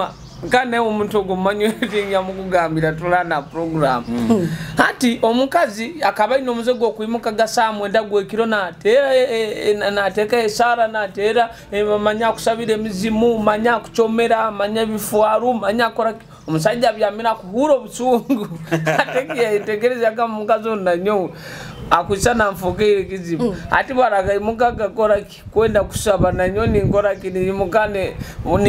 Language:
Nyoro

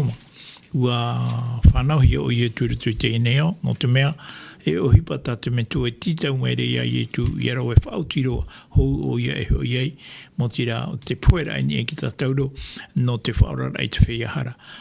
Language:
Tahitian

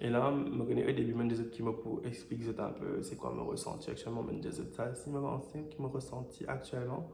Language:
Morisyen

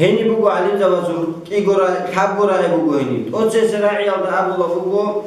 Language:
Avaric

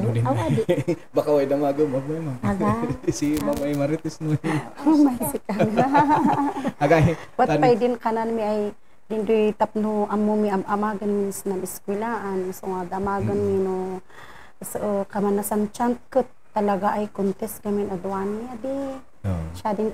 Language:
Kankanaey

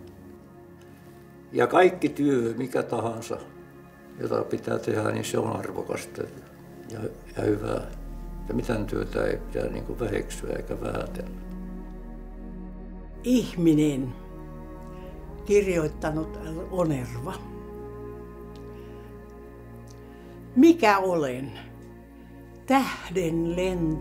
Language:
Finnish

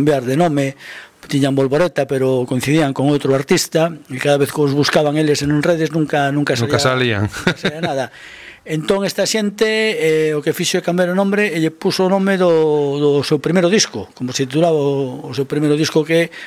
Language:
Galician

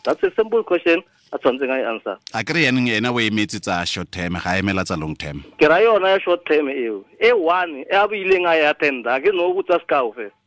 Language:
Tswana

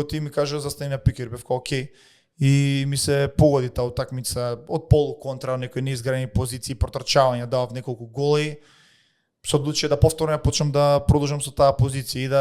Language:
Macedonian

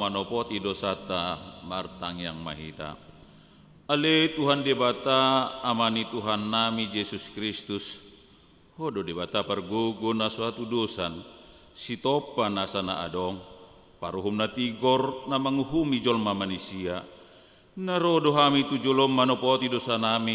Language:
Batak Toba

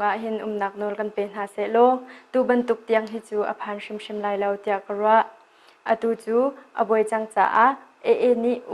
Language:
Hakha Chin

